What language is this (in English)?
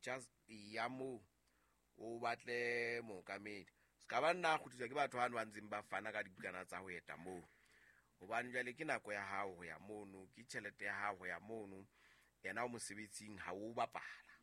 Southern Sotho